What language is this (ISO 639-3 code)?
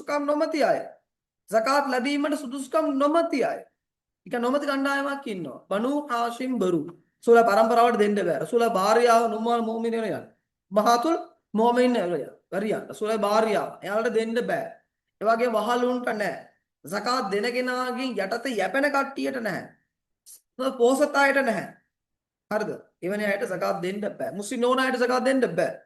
sin